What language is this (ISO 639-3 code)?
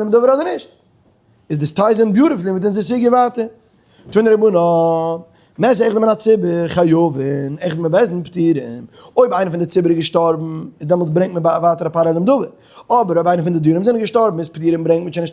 yid